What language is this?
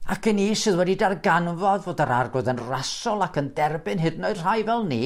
Welsh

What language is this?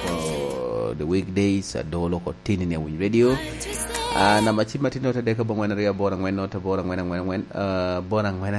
Lango (Uganda)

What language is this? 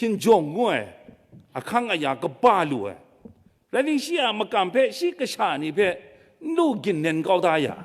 Kachin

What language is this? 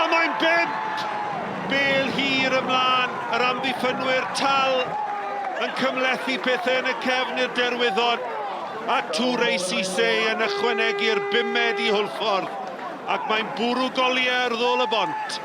Welsh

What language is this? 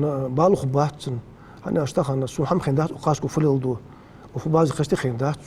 Ingush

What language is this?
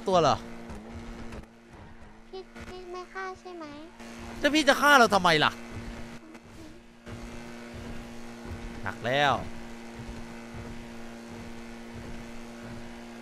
Thai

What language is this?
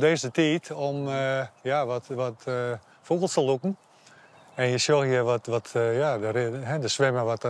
Western Frisian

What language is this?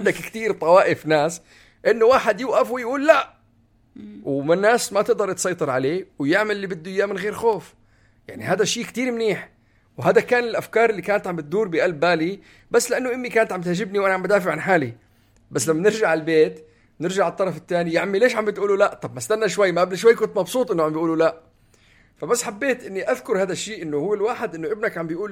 North Levantine Arabic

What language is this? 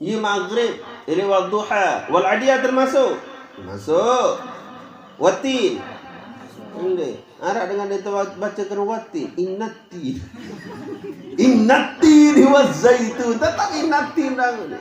Sasak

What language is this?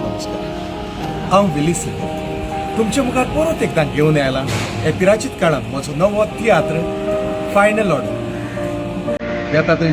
Konkani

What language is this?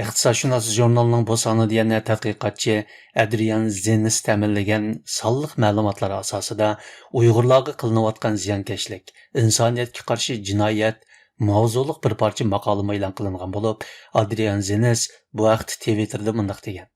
Uyghur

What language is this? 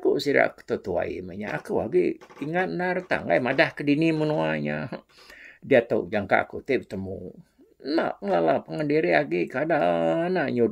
Iban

